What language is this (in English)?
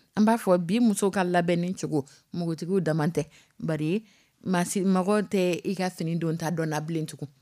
Dyula